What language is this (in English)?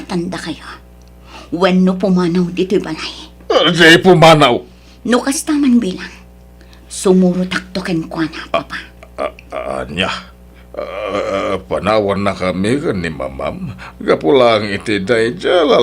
Iloko